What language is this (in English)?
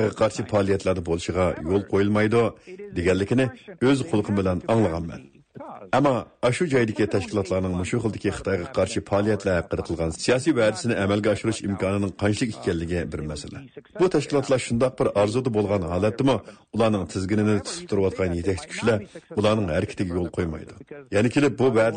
Uyghur